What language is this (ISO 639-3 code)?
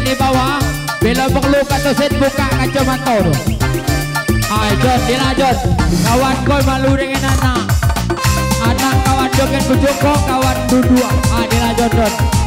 ind